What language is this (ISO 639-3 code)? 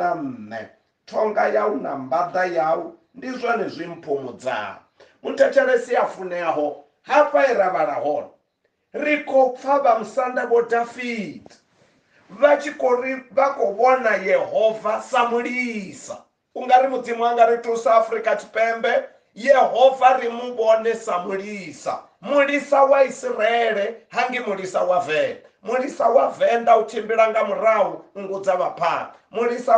ven